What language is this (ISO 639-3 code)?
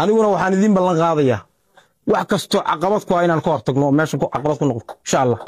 som